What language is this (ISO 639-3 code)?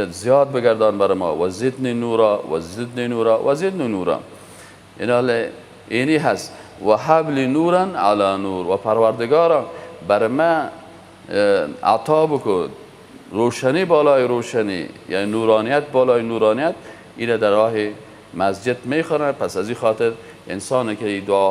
fas